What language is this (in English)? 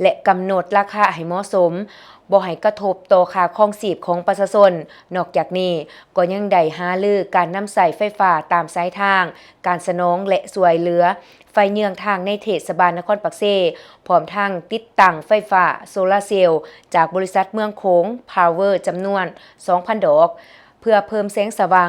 Lao